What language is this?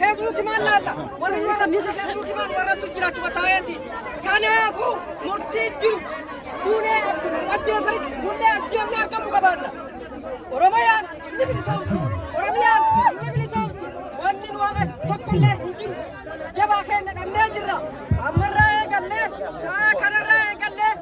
Oromo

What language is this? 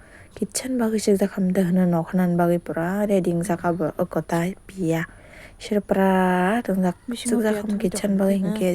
Kok Borok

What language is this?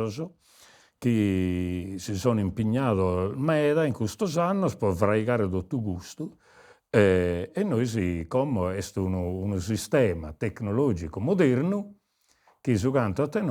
Sardinian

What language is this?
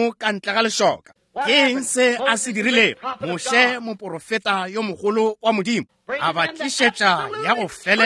Northern Sotho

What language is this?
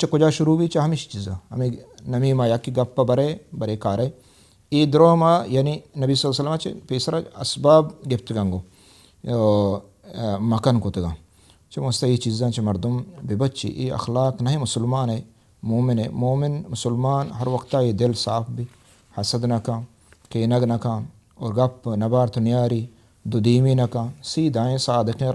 Baluchi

